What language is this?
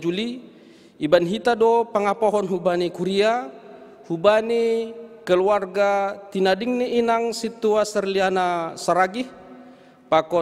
Batak Simalungun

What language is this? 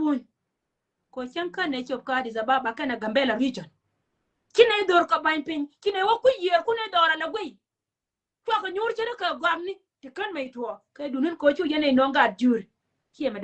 Nuer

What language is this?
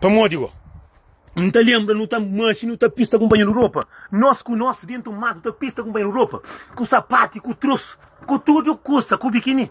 Kabuverdianu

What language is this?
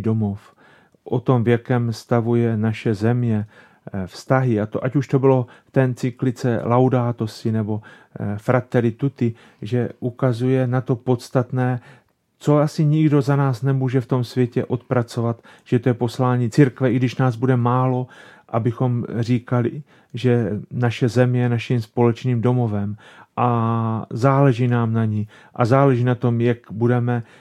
Czech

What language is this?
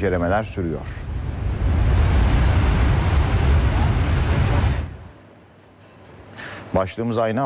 Turkish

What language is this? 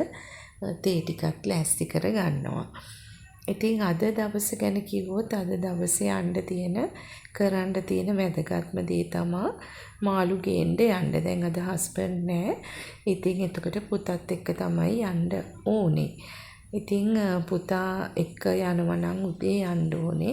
Sinhala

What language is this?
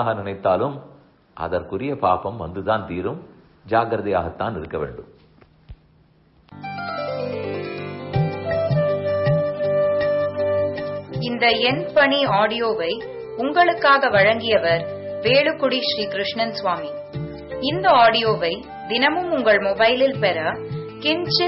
Tamil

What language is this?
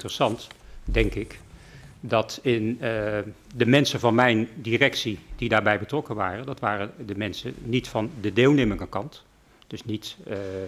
Dutch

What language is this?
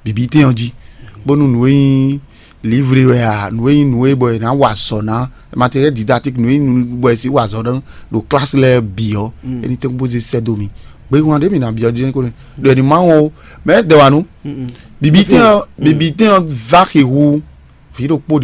Fon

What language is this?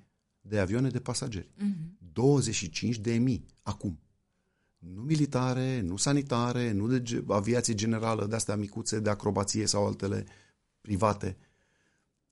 Romanian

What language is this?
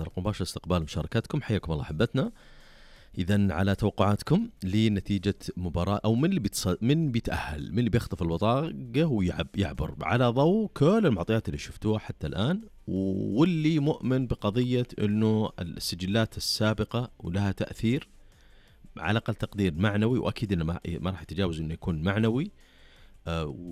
Najdi Arabic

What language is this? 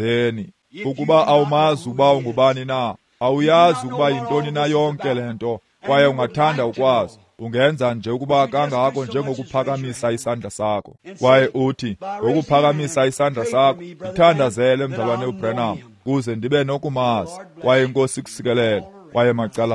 Xhosa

